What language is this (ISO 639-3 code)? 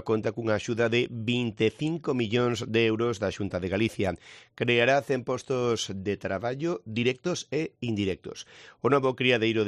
glg